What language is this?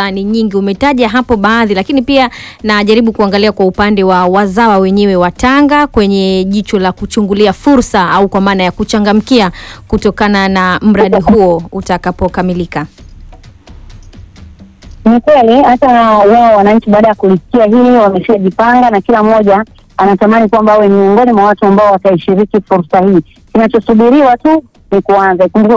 Swahili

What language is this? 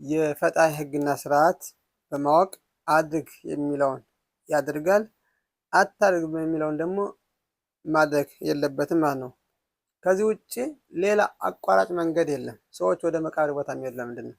Amharic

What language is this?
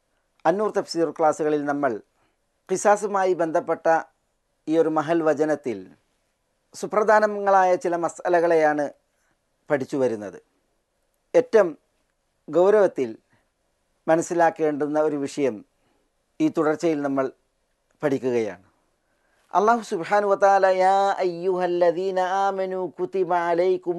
Malayalam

